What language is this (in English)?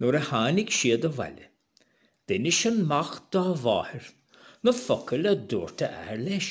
Irish